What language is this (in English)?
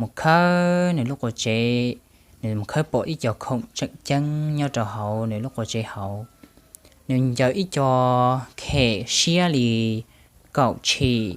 Hmong